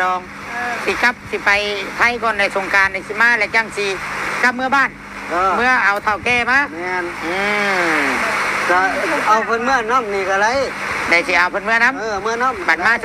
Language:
Northeastern Thai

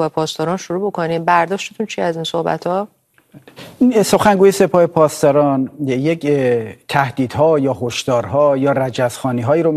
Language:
Persian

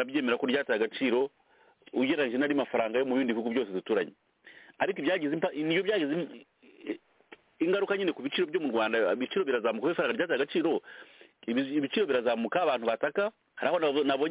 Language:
Kinyarwanda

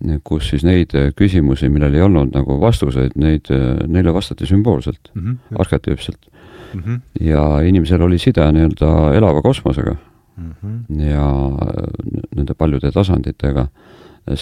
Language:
Estonian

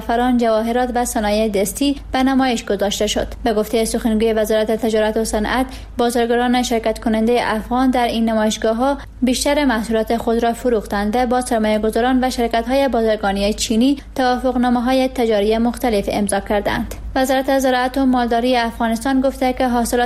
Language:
Persian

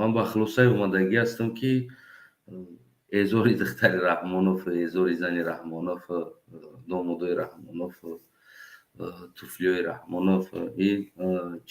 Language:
Tajik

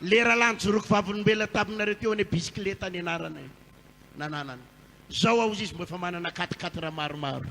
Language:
Malagasy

